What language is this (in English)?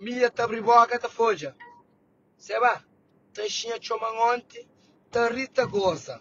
Kabuverdianu